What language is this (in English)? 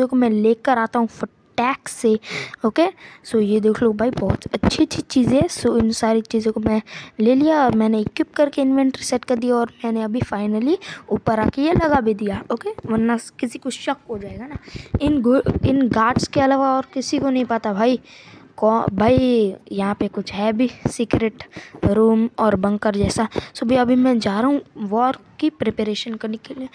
Hindi